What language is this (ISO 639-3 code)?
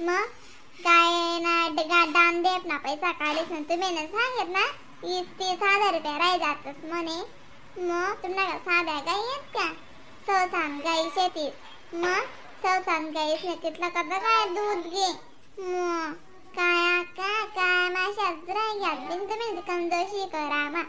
khn